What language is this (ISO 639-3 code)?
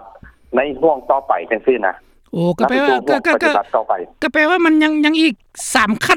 lao